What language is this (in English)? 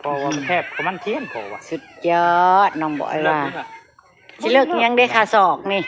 Northeastern Thai